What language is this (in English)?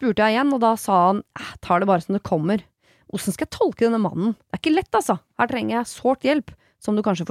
Norwegian